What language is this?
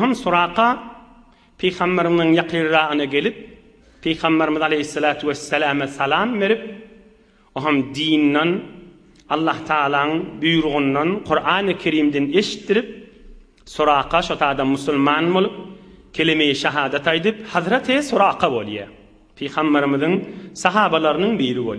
Turkmen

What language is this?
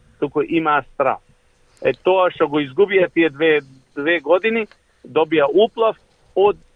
Macedonian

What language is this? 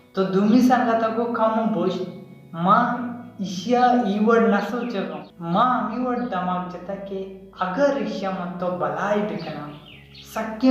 Baluchi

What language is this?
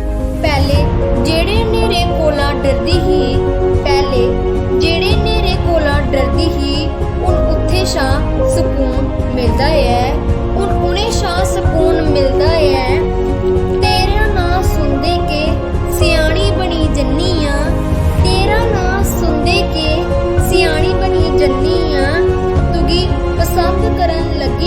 Dogri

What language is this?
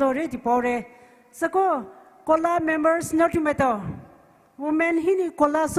Poumei Naga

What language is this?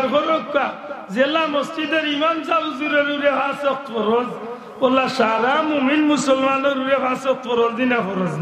Sylheti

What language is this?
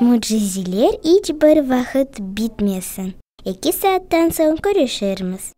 Crimean Tatar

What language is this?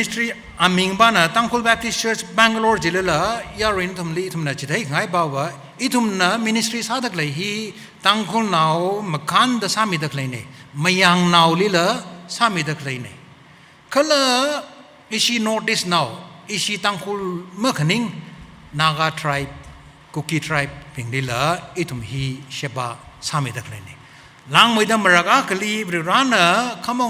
Tangkhul Naga (India)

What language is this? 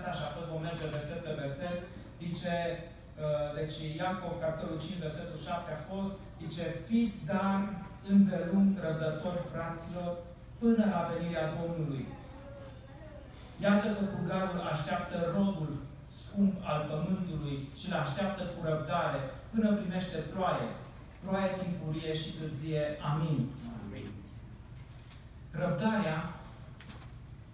Romanian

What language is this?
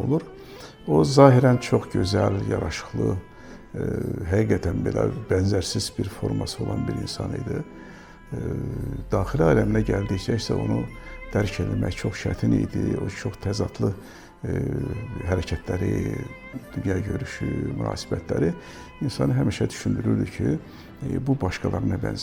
Azerbaijani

